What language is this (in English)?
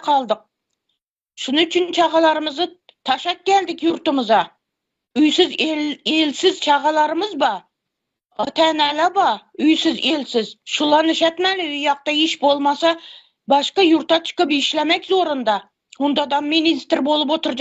Turkmen